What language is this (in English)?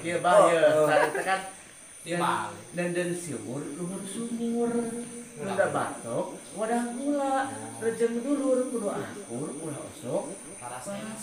Sundanese